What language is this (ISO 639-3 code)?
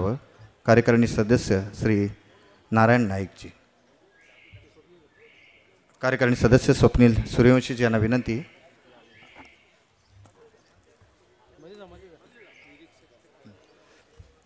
mar